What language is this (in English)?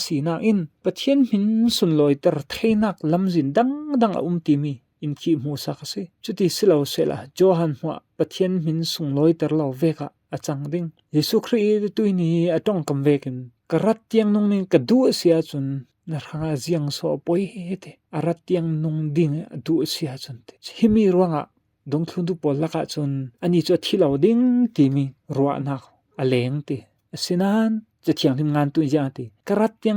Falam Chin